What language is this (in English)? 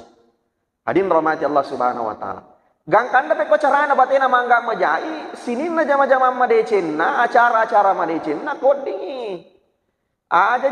Buginese